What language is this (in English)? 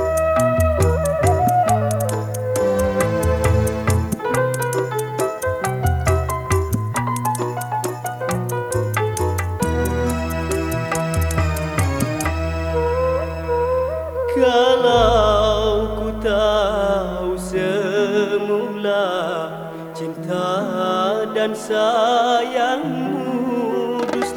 Malay